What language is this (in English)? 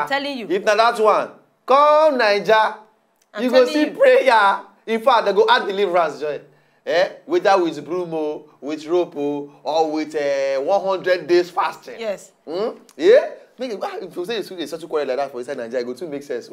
Nigerian Pidgin